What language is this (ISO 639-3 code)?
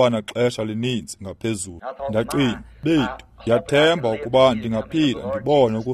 xho